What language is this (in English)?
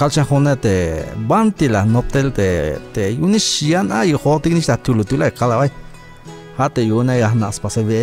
Tzeltal